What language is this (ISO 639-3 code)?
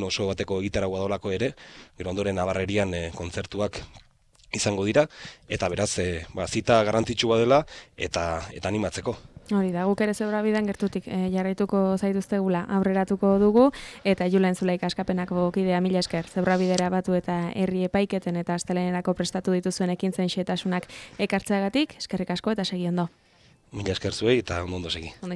eus